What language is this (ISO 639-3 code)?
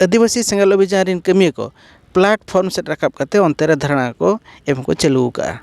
sat